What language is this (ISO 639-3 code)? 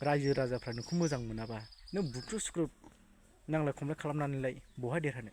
brx